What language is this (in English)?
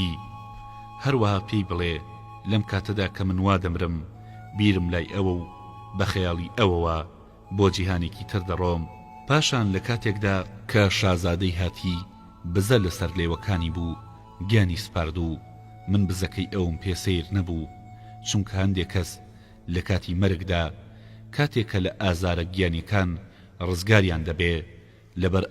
Central Kurdish